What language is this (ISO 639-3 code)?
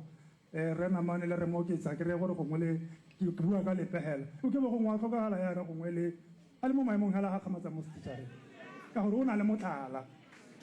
tsn